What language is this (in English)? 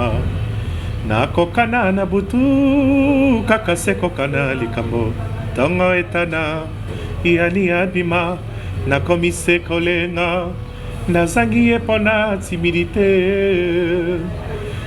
Lingala